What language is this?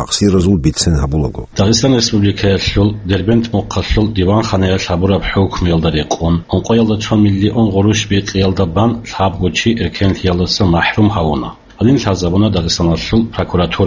Avaric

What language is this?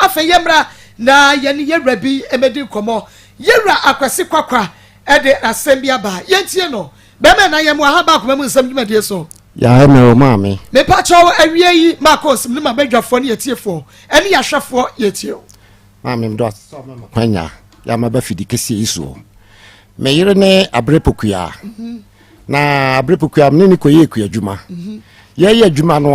Akan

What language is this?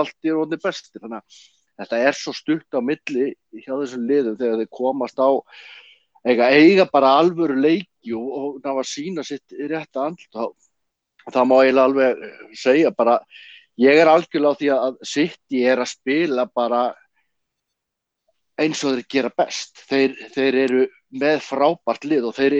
Icelandic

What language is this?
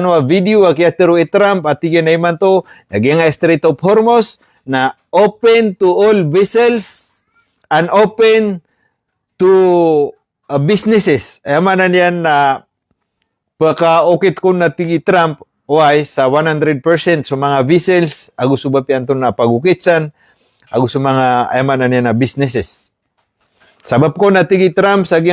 Maranao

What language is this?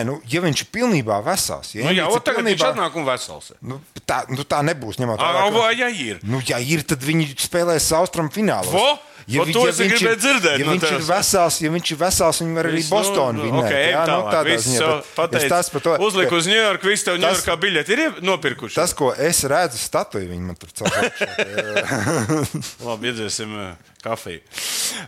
Latvian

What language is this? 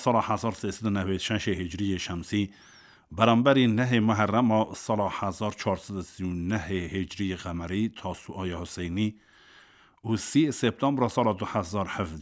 Kurdish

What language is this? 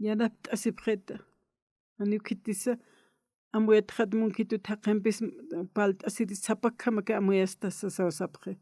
Aymara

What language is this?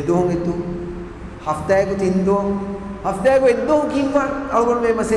Divehi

